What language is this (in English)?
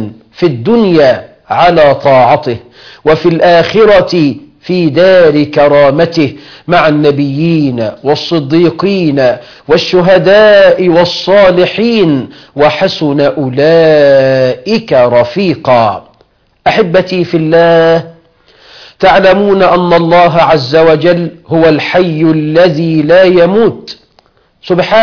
Arabic